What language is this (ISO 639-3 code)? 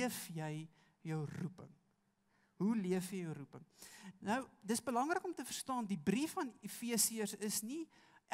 afr